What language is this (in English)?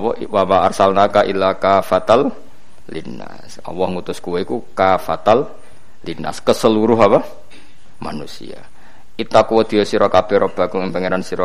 Javanese